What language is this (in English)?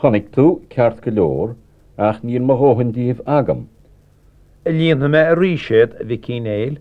Irish